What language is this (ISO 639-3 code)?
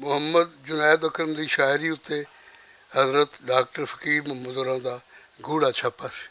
lah